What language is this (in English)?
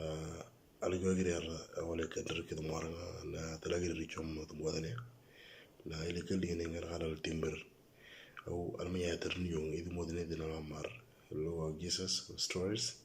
Moro